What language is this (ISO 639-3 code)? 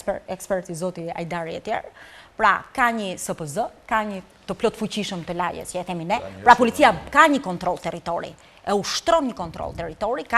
sqi